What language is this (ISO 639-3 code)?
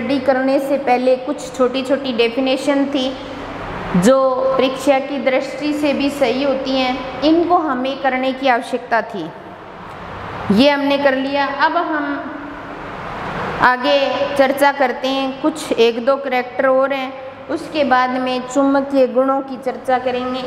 hin